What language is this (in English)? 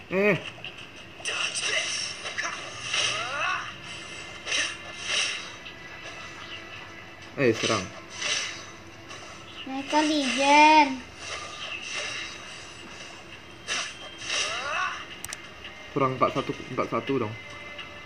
Indonesian